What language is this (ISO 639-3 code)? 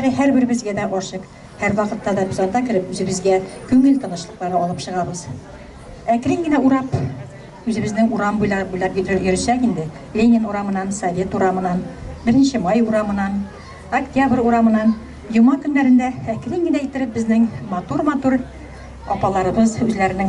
tat